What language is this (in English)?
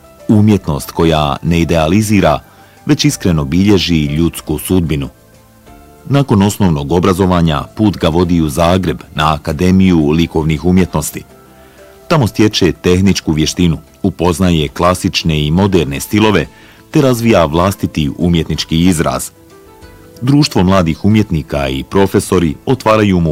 Bosnian